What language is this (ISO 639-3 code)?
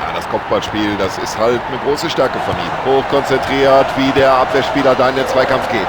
bar